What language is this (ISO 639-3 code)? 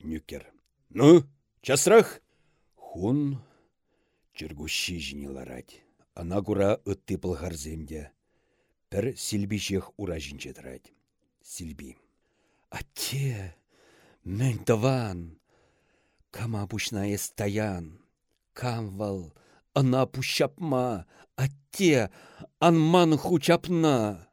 chv